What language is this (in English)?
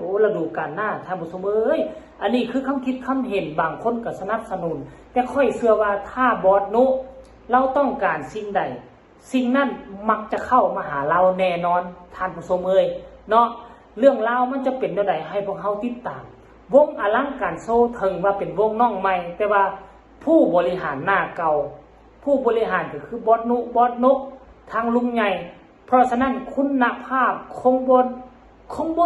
Northeastern Thai